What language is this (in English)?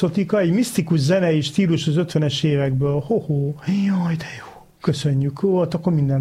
Hungarian